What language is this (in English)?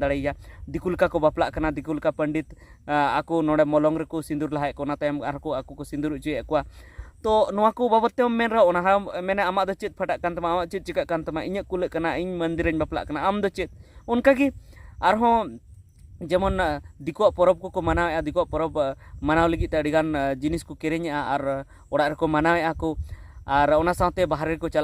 Santali